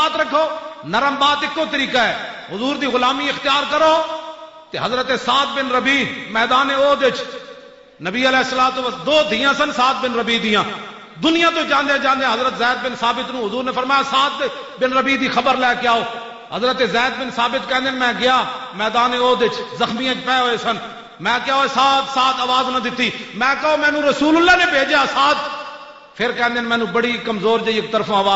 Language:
Western Panjabi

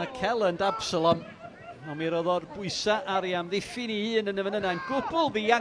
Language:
Welsh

